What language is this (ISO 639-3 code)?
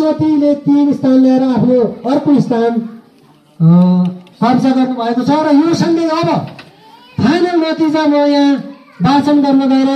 nep